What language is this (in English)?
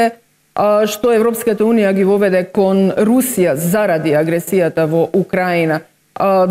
Macedonian